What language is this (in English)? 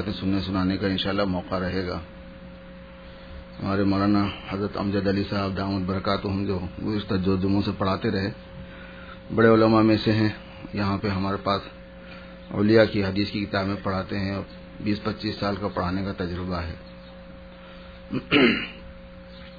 Urdu